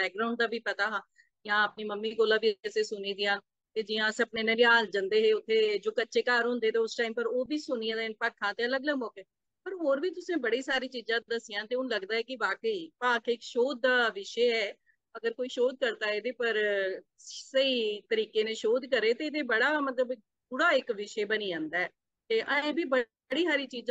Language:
Dogri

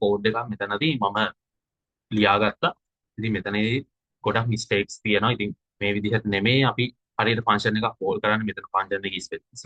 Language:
Sinhala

